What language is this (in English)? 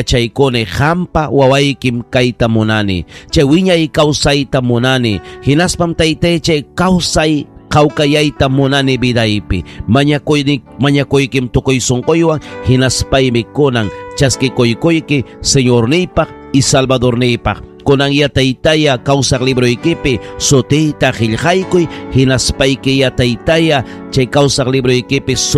Ayacucho Quechua